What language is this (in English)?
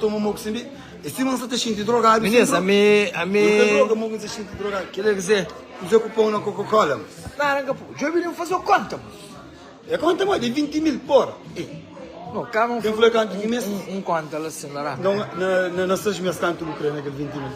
Kabuverdianu